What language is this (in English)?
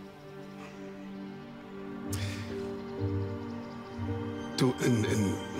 German